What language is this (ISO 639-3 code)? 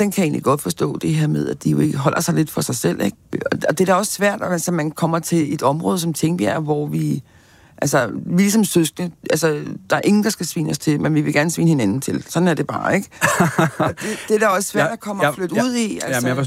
dan